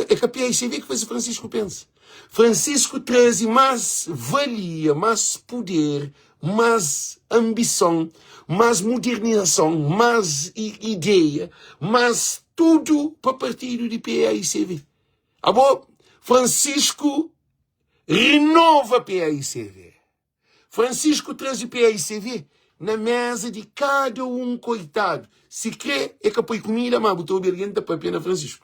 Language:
Kabuverdianu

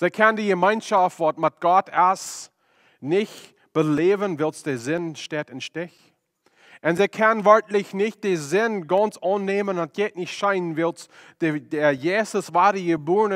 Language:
Plautdietsch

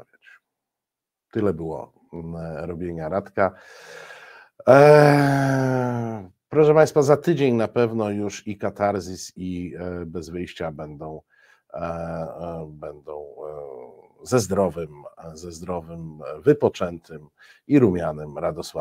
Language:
Polish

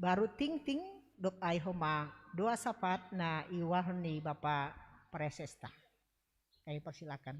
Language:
Batak Simalungun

